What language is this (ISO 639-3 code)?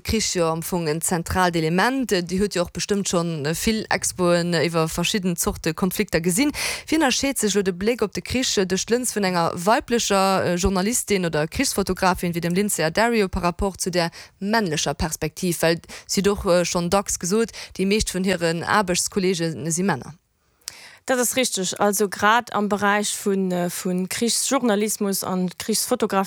ltz